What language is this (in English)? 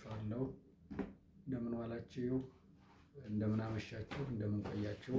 Amharic